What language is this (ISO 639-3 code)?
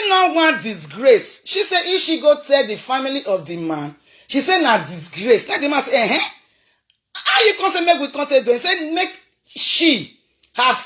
pcm